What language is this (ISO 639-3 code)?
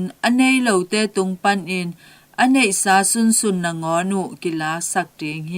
ctd